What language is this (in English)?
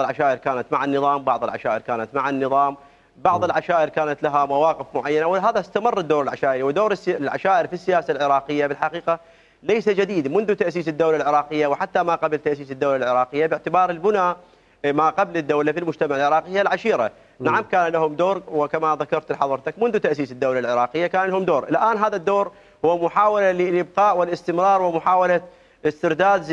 Mesopotamian Arabic